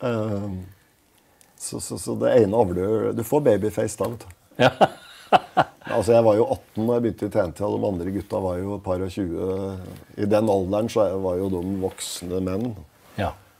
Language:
Norwegian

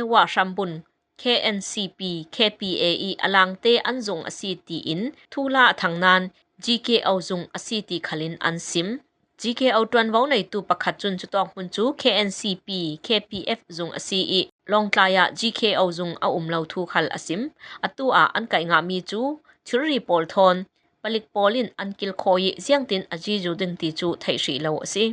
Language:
Falam Chin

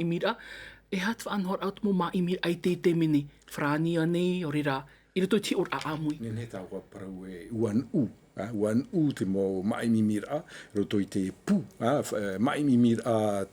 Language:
Tahitian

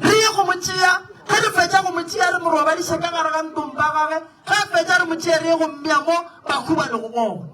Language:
Northern Sotho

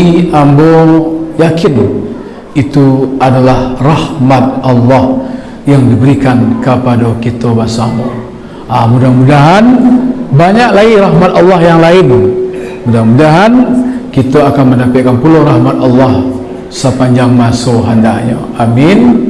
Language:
Minangkabau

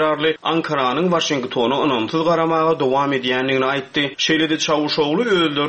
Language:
Turkmen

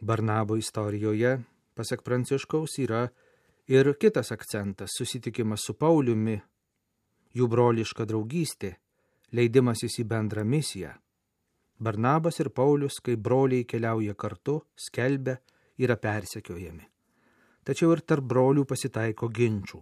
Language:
Lithuanian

